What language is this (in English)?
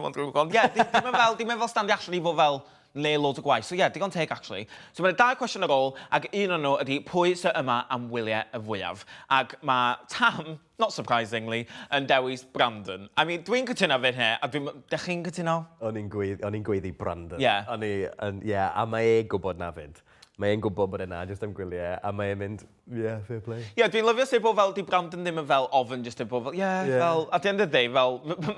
Welsh